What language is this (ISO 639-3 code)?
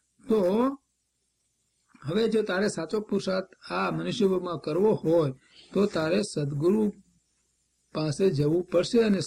guj